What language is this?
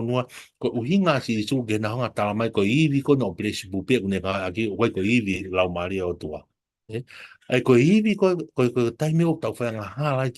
Tongan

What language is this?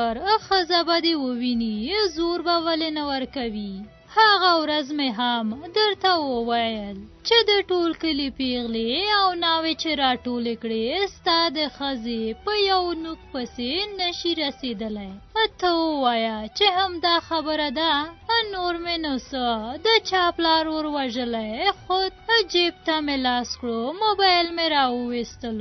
Pashto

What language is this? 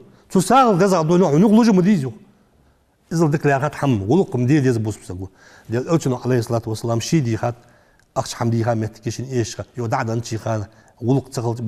Ingush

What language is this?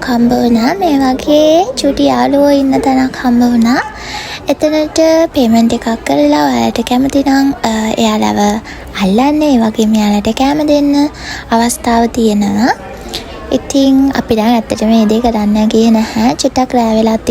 Sinhala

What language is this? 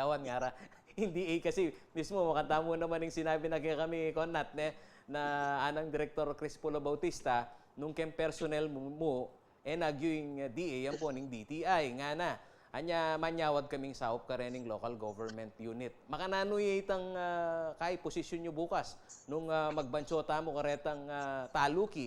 Pampanga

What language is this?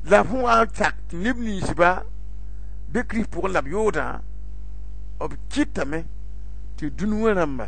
Mossi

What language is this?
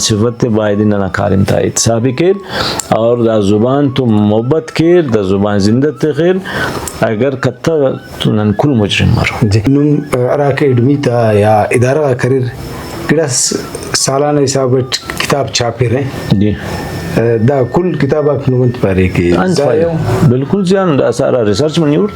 Brahui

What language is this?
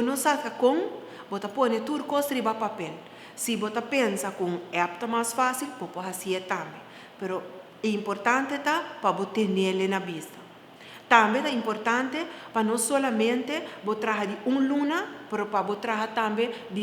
Papiamento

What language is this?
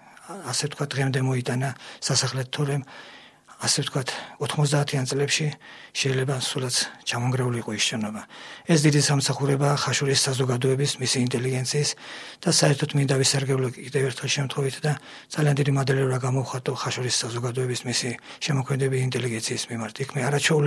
Georgian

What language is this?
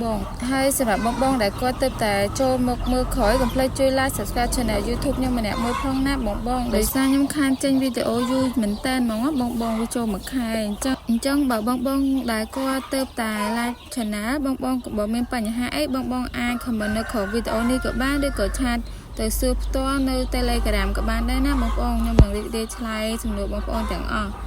Khmer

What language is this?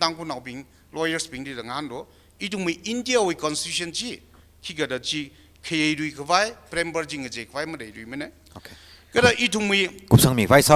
Tangkhul Naga (India)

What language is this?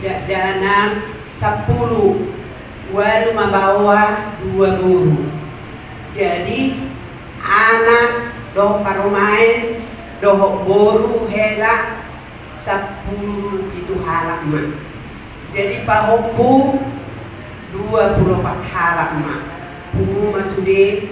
Batak Toba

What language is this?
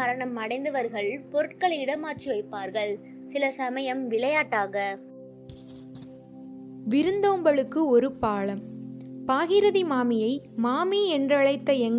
Tamil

